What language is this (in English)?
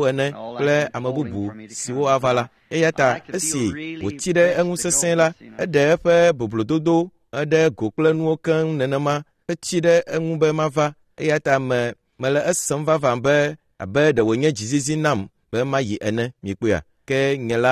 Ewe